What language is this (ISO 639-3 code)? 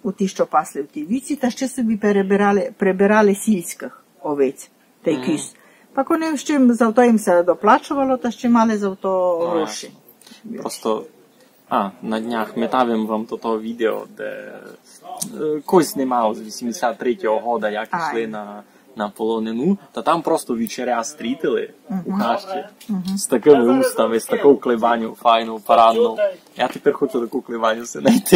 rue